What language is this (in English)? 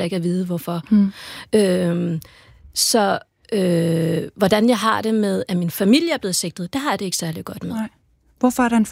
Danish